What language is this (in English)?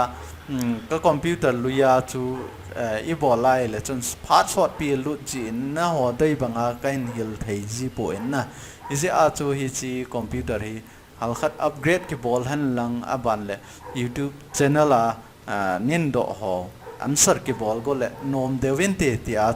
Thado Chin